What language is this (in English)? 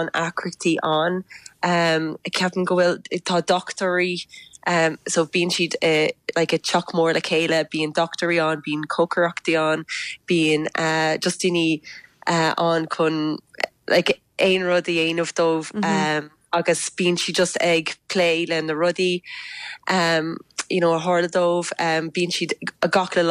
Irish